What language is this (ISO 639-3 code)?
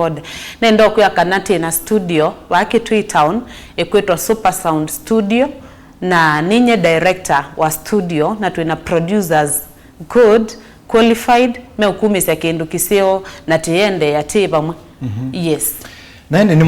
kam